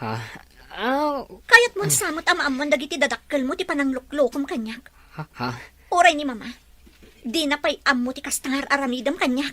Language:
Iloko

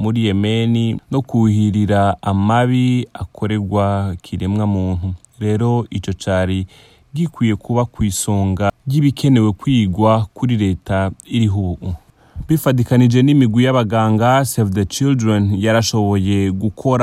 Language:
Rundi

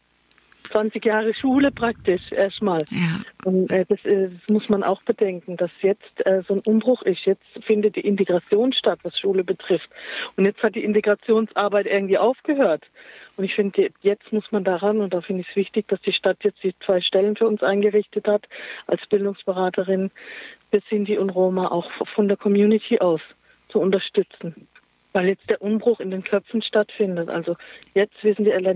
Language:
German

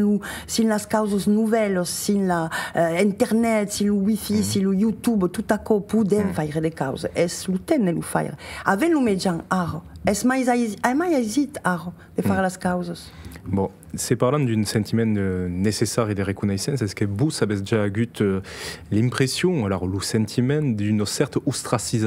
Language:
Occitan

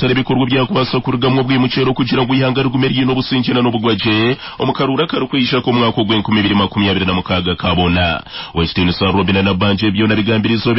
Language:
Nyankole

